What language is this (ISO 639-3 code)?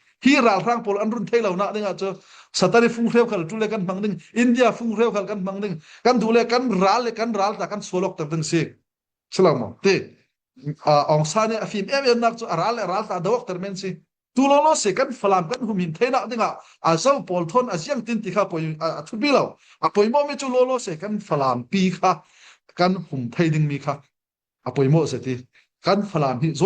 cfm